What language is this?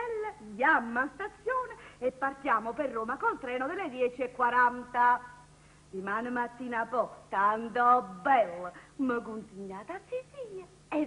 Neapolitan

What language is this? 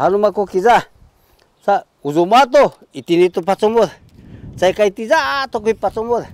Sakizaya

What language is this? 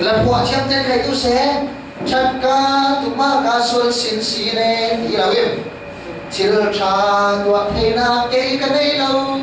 Falam Chin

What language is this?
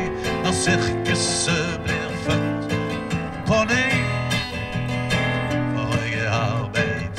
Norwegian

